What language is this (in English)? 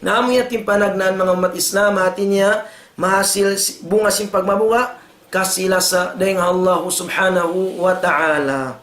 Tausug